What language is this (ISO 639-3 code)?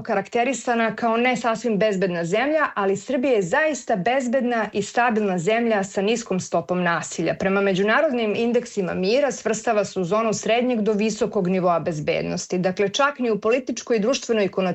srp